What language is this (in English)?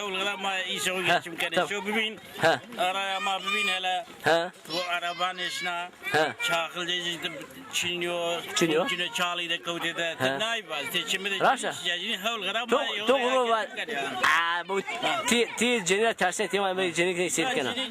Zaza